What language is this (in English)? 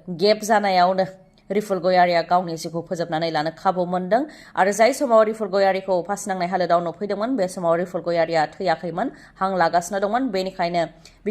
Bodo